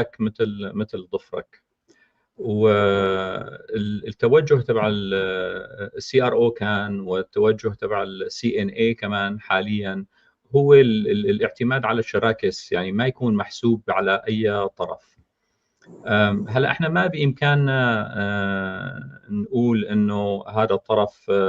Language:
North Levantine Arabic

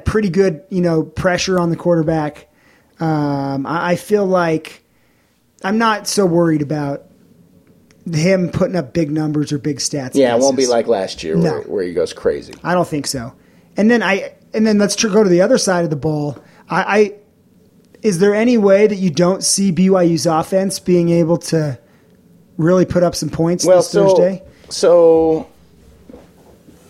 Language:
English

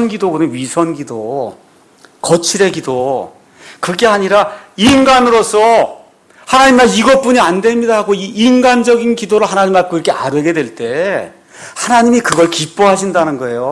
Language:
Korean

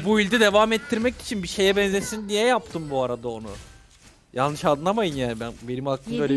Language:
Turkish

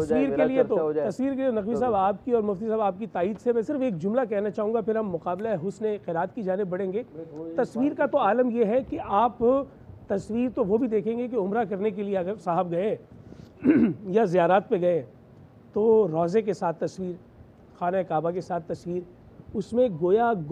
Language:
Urdu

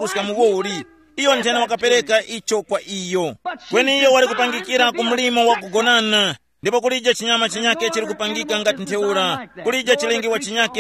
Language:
Tumbuka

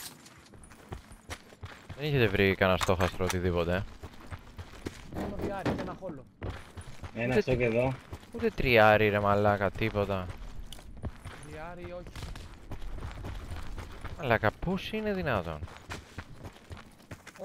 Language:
Greek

